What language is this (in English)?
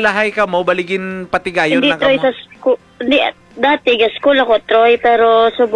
Hiligaynon